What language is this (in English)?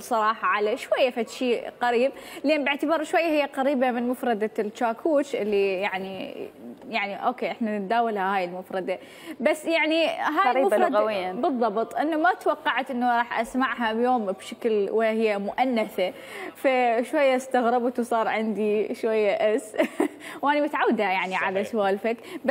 Mesopotamian Arabic